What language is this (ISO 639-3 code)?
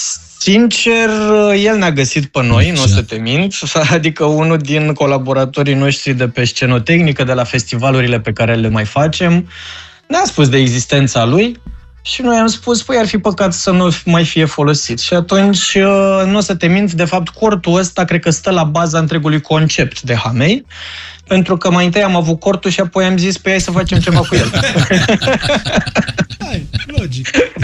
ron